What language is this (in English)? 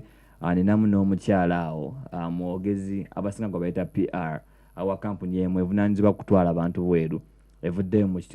Ganda